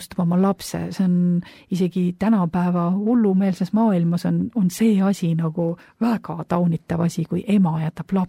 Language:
Estonian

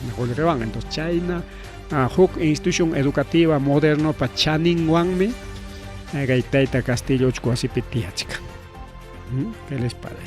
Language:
Ayacucho Quechua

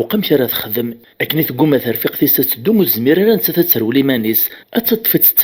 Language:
Kabyle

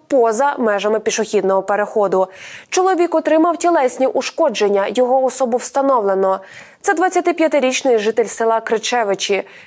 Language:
Ukrainian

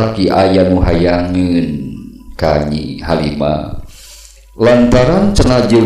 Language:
Sundanese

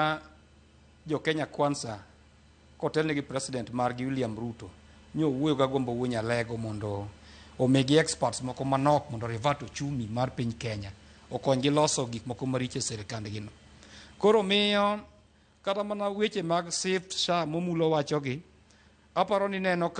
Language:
Luo (Kenya and Tanzania)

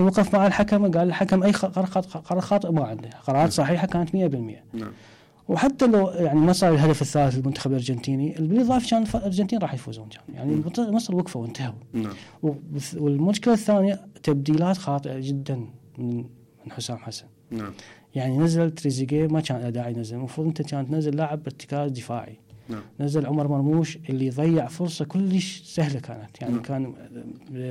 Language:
Mesopotamian Arabic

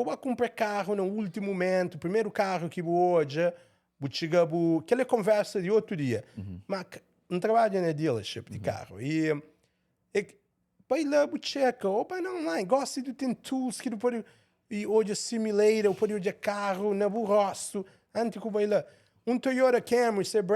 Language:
Kabuverdianu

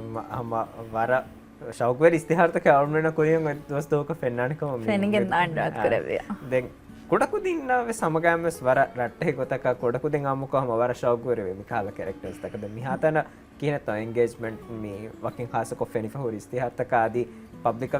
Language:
Divehi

